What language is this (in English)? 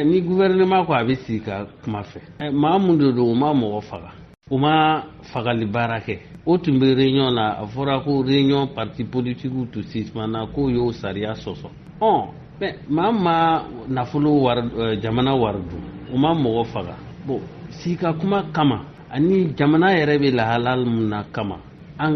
Bambara